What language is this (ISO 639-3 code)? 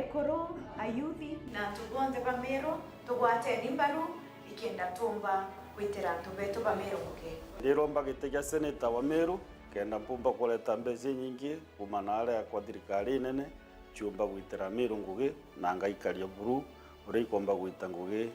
mer